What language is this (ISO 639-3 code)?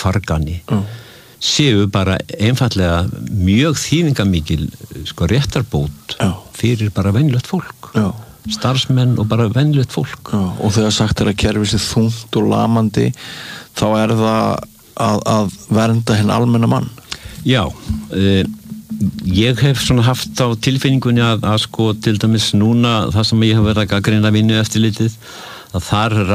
isl